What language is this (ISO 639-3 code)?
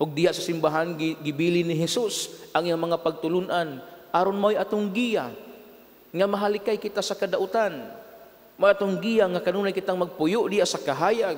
ceb